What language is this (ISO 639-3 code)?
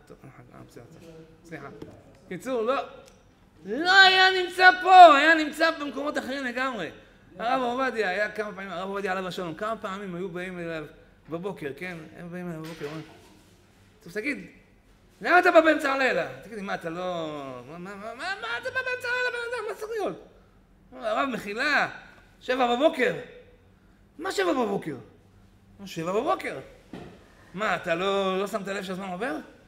heb